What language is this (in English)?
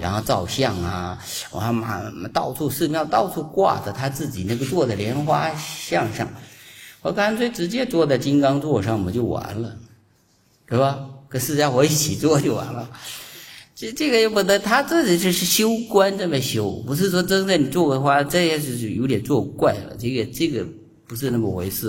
Chinese